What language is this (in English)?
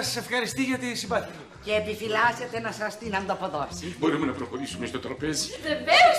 Greek